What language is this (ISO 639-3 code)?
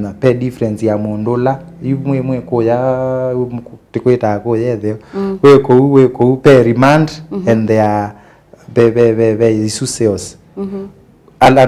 kam